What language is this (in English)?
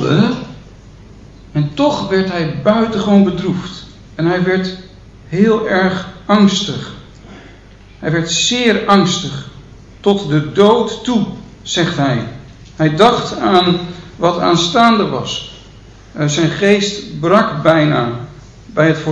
Dutch